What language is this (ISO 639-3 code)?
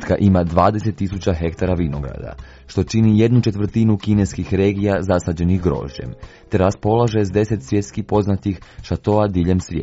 hrv